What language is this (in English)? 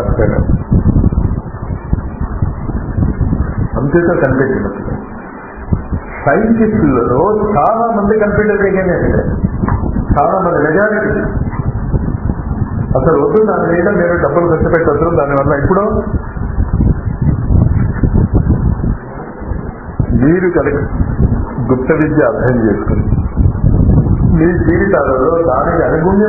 Telugu